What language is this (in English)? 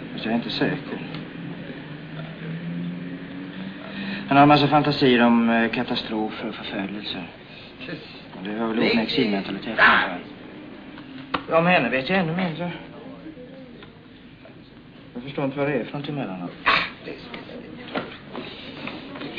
Swedish